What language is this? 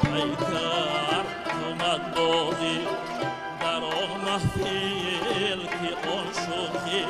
Tajik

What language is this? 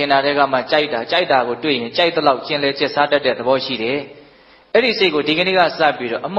Burmese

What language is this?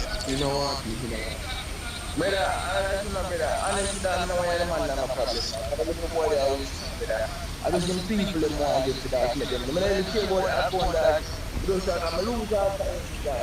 Jamaican Creole English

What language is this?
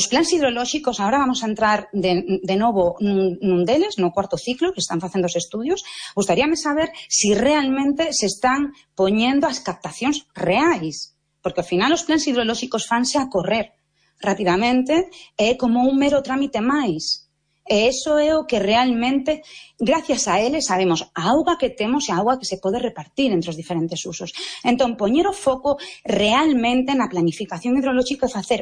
Galician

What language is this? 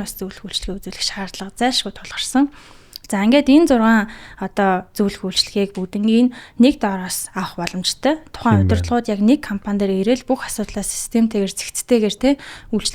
Mongolian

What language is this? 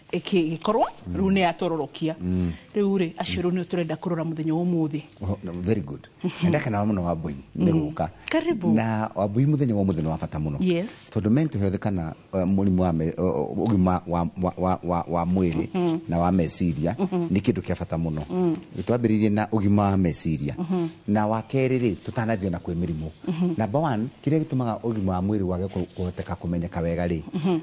Kikuyu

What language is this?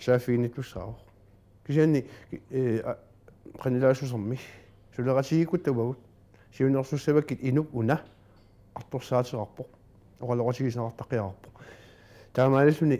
Kalaallisut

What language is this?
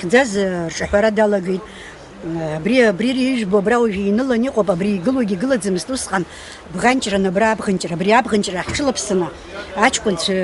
Abkhazian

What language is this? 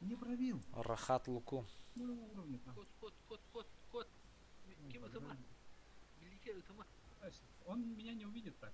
Yakut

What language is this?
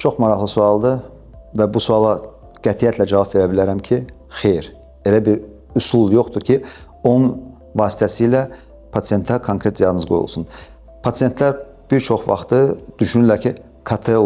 Azerbaijani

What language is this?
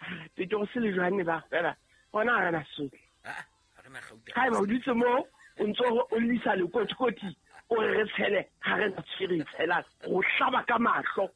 Southern Sotho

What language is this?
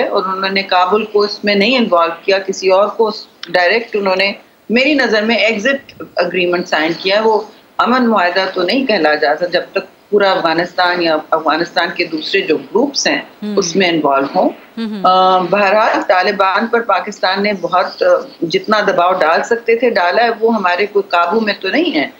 Urdu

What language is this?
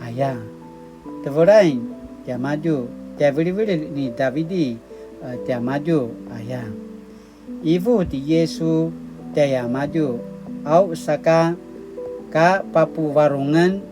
Paiwan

